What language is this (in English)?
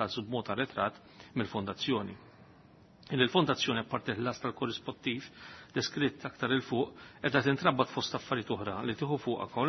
Maltese